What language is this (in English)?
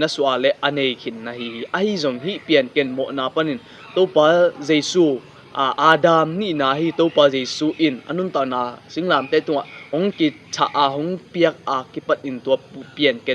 Tedim Chin